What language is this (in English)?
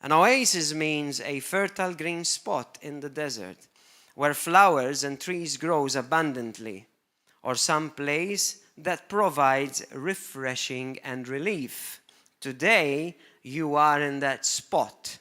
English